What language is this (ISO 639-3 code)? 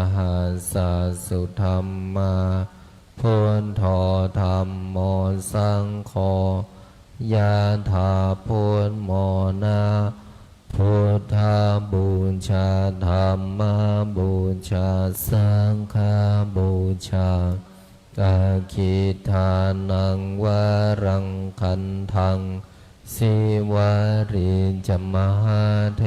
pli